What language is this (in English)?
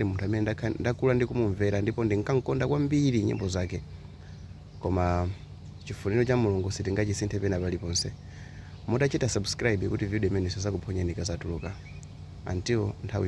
Nyanja